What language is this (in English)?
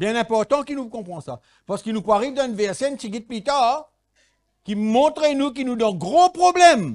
Morisyen